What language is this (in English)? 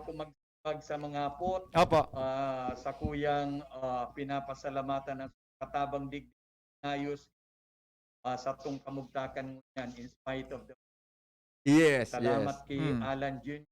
Bikol